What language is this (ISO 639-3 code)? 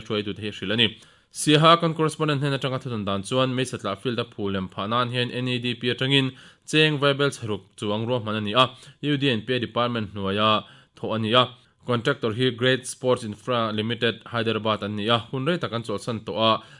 lus